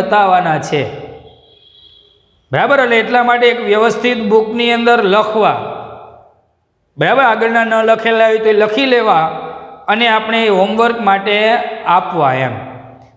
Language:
Gujarati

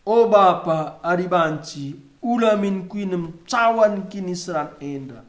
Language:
Batak Karo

